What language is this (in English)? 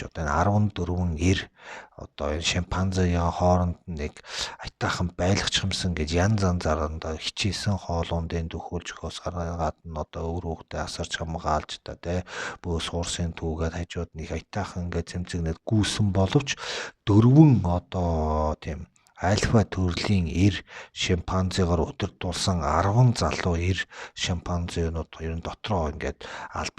Mongolian